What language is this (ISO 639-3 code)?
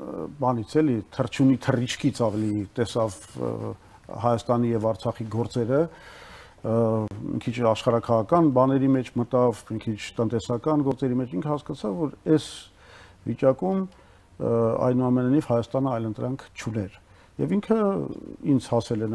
hye